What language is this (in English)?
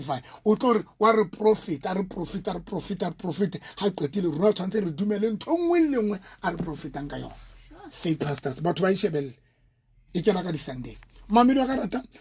Southern Sotho